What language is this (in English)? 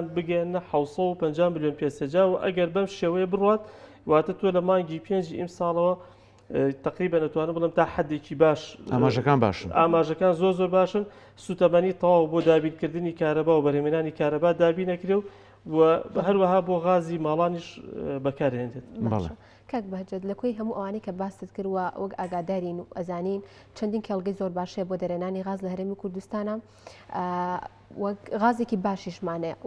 Central Kurdish